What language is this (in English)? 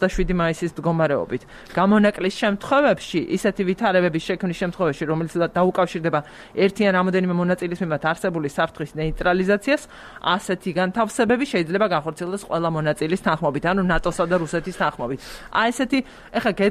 Georgian